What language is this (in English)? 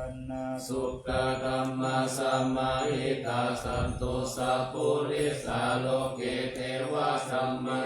Pali